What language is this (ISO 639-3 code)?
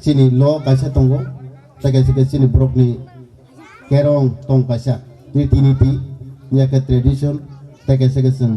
trp